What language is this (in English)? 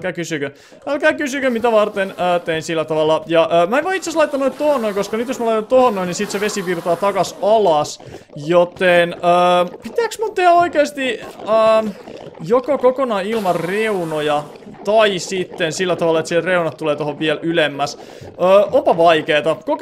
Finnish